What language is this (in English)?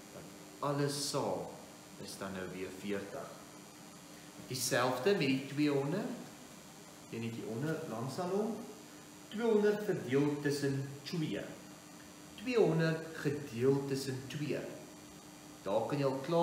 Afrikaans